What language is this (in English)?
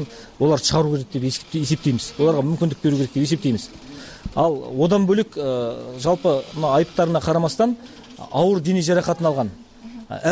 Kyrgyz